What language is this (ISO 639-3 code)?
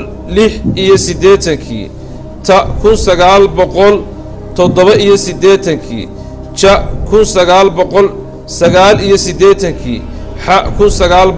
som